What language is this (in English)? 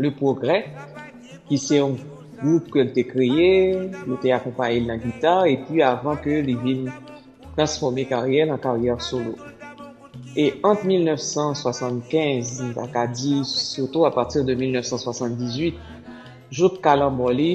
Haitian Creole